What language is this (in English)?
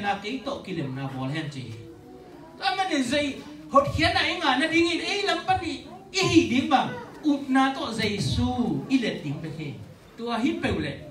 Tedim Chin